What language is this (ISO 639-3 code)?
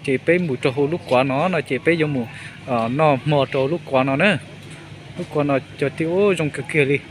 hmn